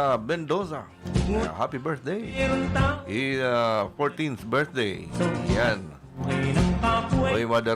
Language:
Bikol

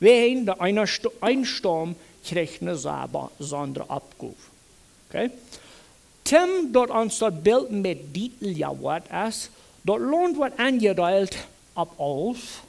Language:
Plautdietsch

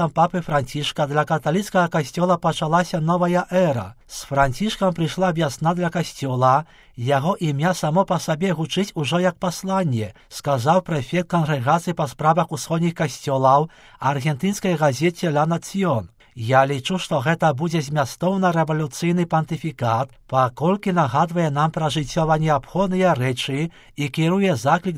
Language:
Belarusian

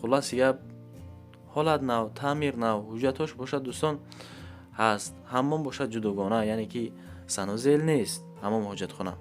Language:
Tajik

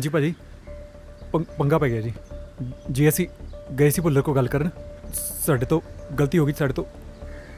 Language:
Punjabi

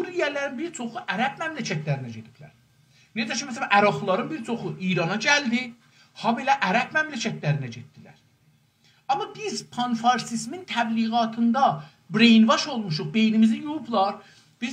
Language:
South Azerbaijani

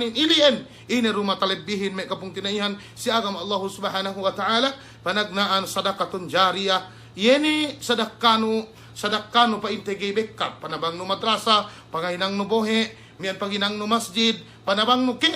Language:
Yakan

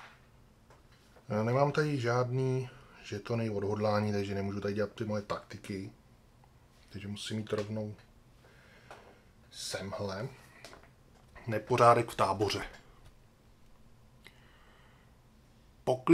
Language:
Czech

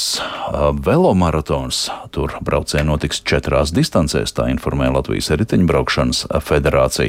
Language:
Latvian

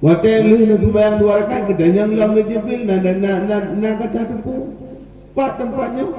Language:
Achinese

